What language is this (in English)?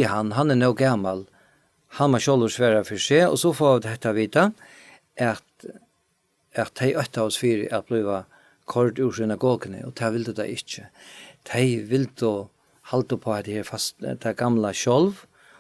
Faroese